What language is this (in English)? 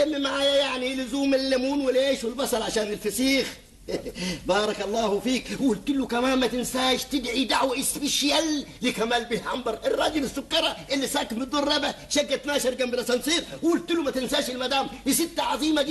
Egyptian Arabic